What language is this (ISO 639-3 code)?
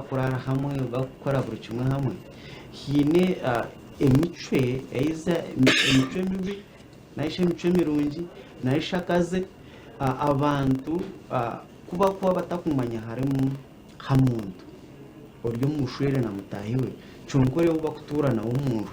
nyn